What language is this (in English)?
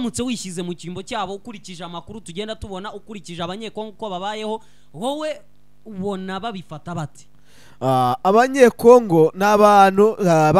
Kinyarwanda